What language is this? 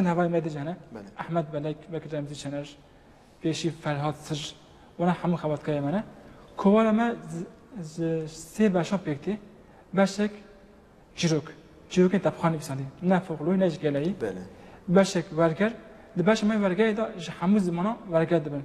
Kurdish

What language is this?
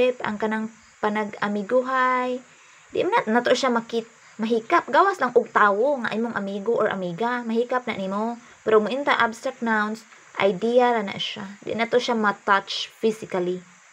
Cebuano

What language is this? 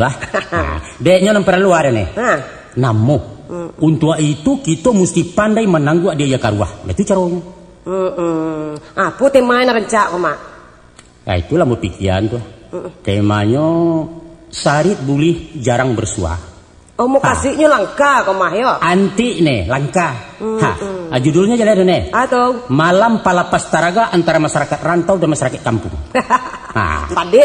Minangkabau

